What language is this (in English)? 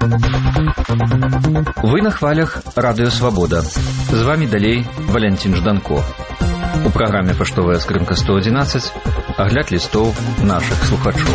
Belarusian